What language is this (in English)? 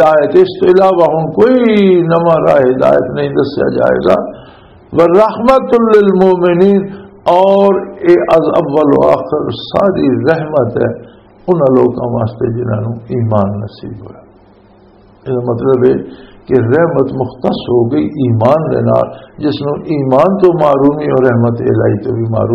Western Panjabi